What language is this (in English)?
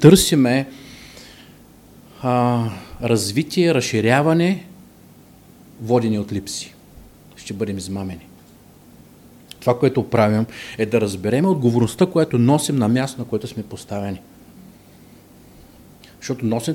Bulgarian